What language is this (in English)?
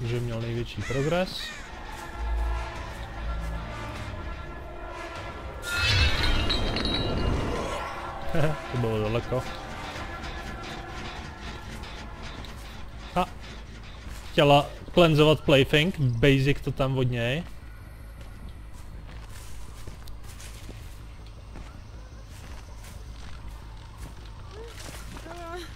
Czech